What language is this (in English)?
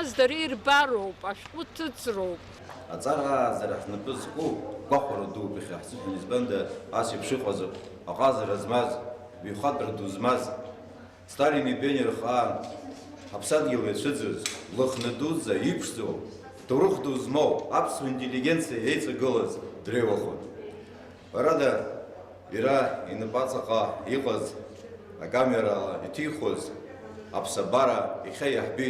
Abkhazian